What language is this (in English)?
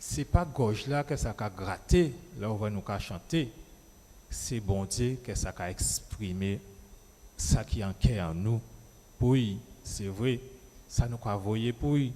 Guadeloupean Creole French